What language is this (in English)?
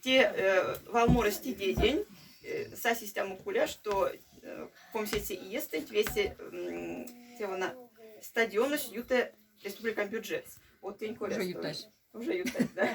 Erzya